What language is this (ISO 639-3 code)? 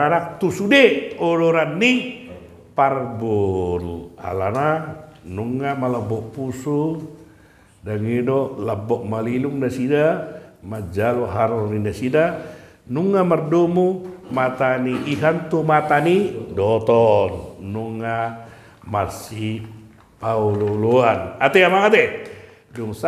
bbc